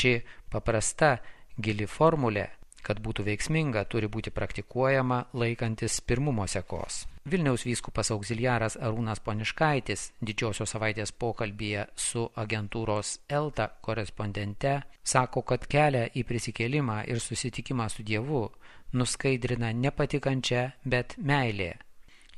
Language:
Lithuanian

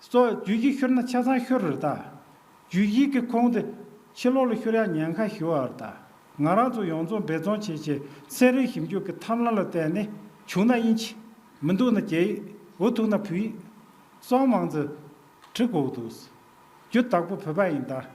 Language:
Tibetan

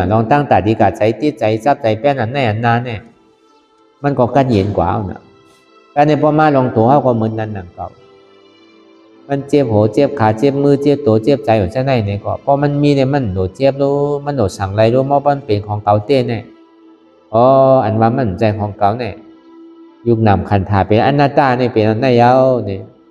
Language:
Shan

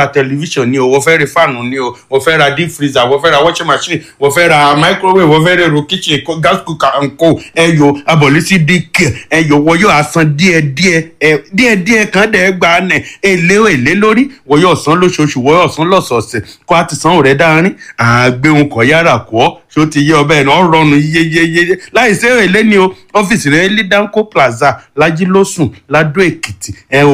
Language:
Yoruba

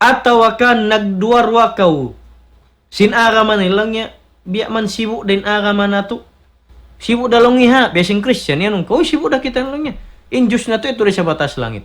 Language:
Tausug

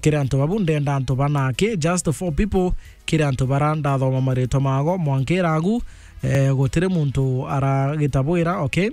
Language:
Meru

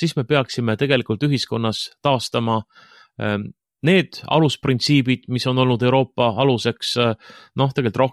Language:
Estonian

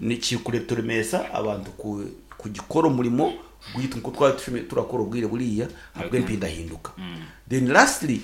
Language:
Nyankole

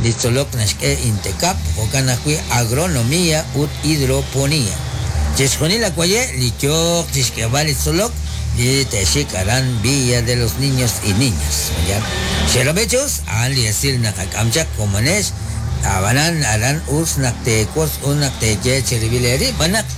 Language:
Kekchí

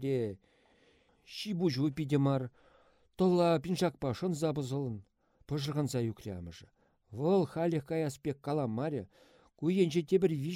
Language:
Chuvash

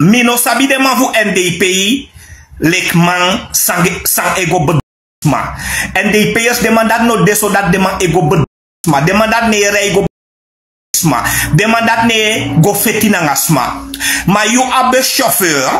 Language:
Sranan Tongo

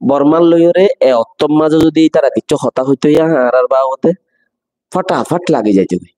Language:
Rohingya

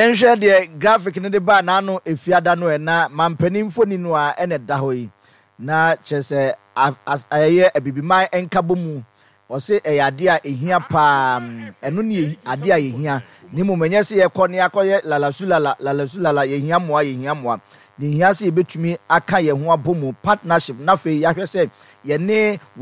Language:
Akan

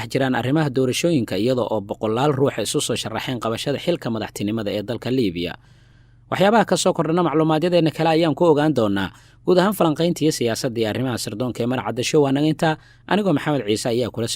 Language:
Somali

